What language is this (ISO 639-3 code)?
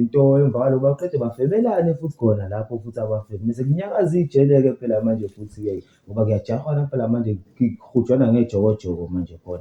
zul